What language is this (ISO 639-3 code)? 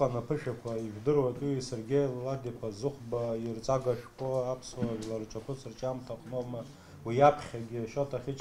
abk